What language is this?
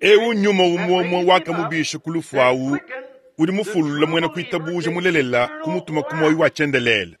Luba-Lulua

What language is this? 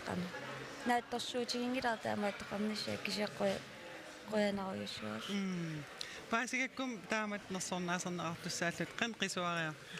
Kalaallisut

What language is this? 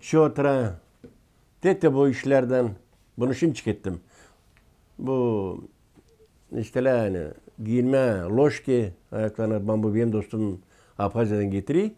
Gagauz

